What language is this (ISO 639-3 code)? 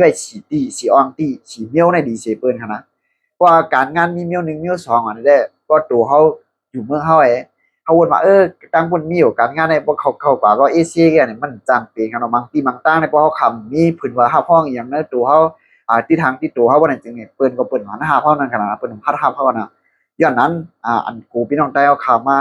shn